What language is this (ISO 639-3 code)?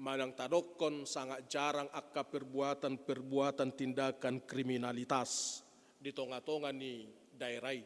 bbc